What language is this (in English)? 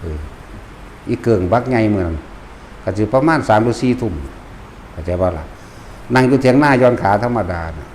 Northeastern Thai